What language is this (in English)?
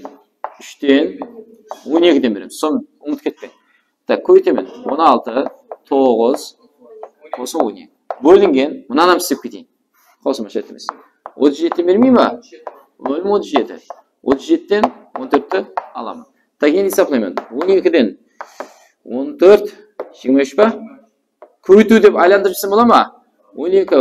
Kara-Kalpak